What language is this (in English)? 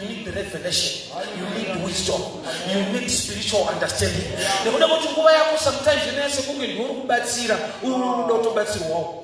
Shona